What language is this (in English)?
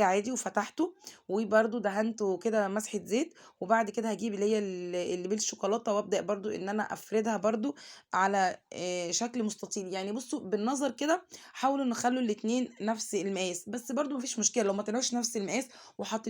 Egyptian Arabic